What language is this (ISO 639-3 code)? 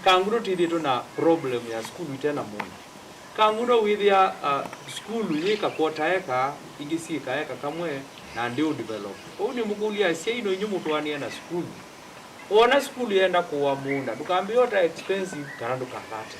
kam